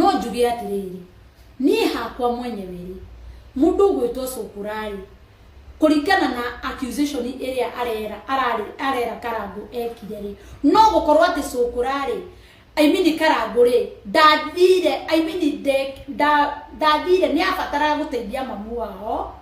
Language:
Kikuyu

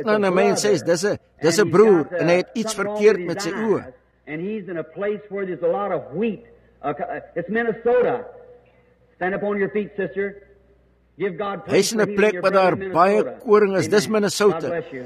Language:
Afrikaans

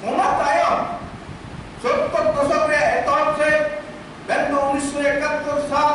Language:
Santali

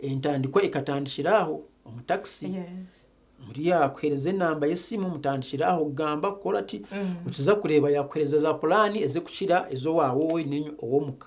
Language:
Nyankole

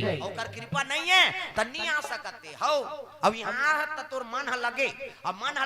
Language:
Chhattisgarhi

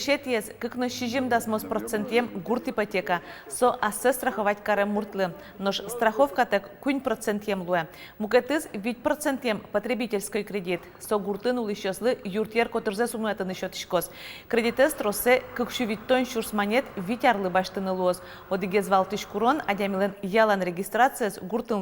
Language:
Udmurt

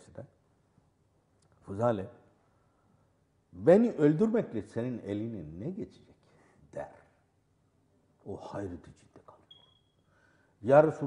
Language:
Turkish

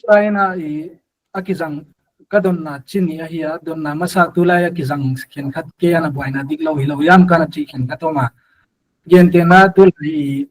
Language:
Paite Chin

